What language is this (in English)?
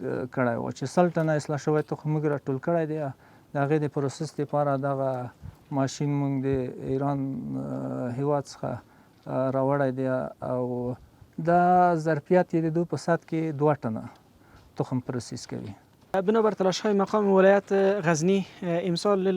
Pashto